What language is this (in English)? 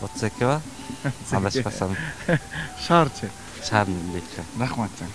Kyrgyz